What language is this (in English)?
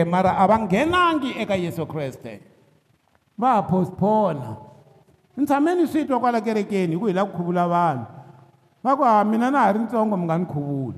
Tsonga